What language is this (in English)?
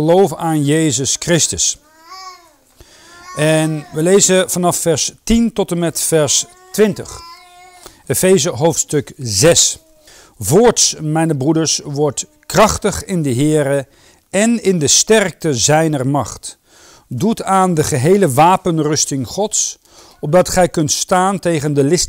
Dutch